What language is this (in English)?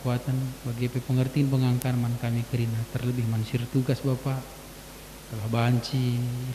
Batak Karo